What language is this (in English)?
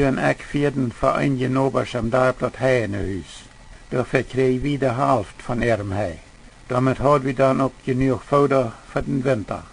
Plautdietsch